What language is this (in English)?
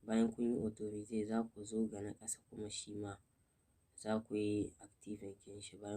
Hausa